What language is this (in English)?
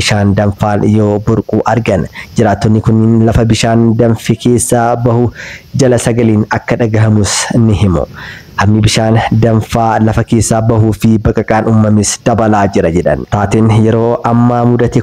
Oromo